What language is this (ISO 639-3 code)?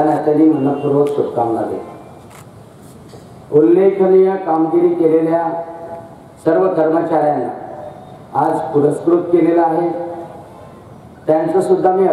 mar